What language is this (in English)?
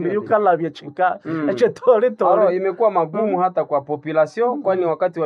Nande